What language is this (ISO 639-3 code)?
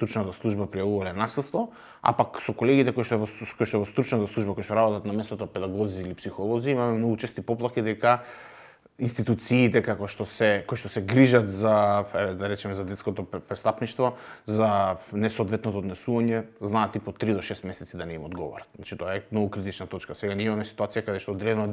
mkd